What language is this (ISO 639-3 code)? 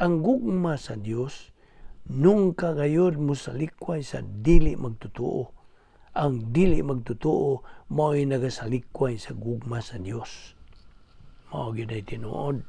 ceb